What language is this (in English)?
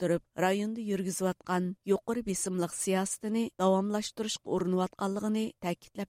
Uyghur